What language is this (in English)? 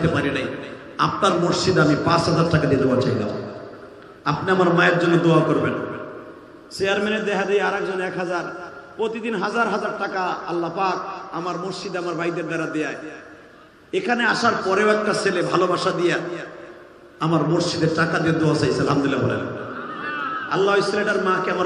Bangla